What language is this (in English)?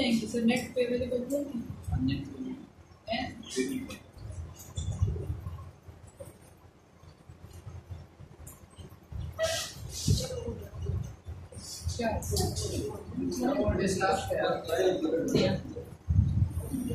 Hindi